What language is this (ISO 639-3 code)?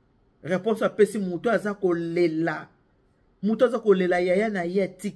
lin